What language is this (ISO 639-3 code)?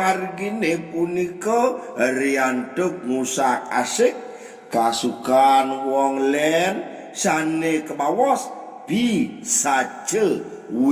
ban